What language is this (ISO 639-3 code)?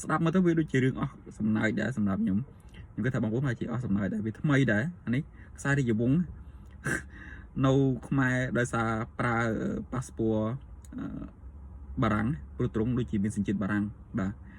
khm